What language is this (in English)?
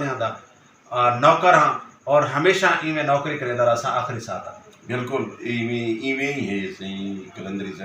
Saraiki